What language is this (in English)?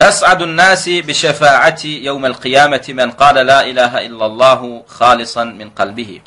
Turkmen